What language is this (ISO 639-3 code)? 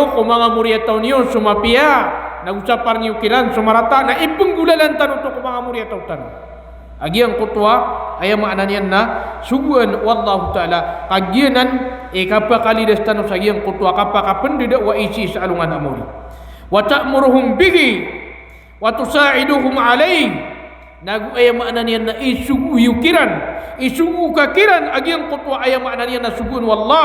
mrw